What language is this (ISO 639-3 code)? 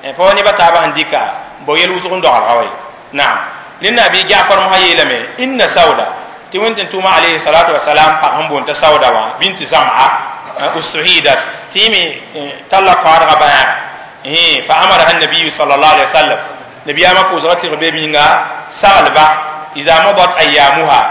mos